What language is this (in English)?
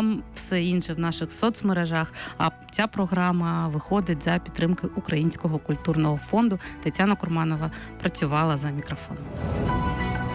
Ukrainian